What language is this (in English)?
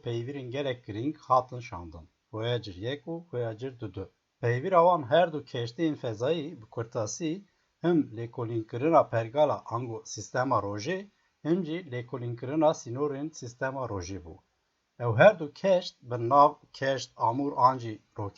Kurdish